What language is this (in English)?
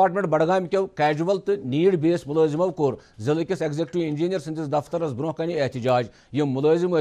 Kashmiri